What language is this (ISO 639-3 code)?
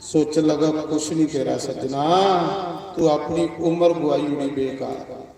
doi